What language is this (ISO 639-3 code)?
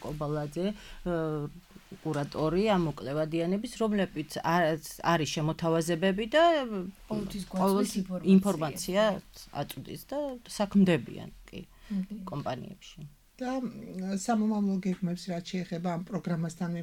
kat